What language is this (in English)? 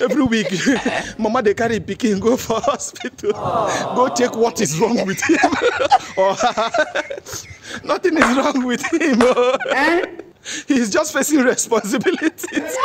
Nigerian Pidgin